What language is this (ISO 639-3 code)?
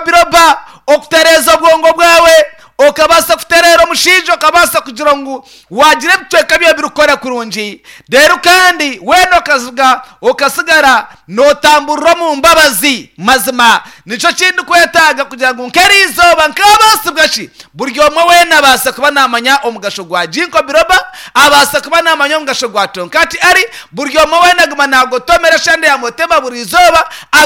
nyn